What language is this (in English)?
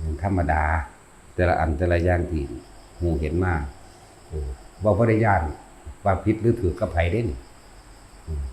Northeastern Thai